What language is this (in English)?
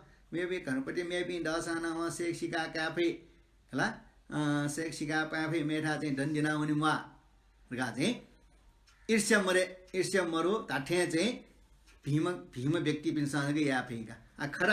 Newari